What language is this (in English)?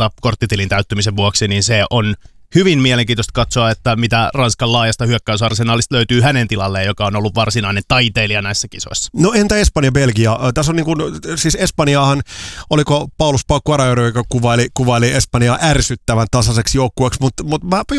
Finnish